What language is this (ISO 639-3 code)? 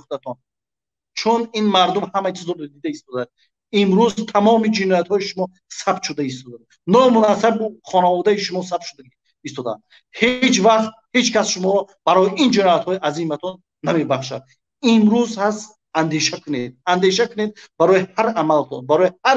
tgk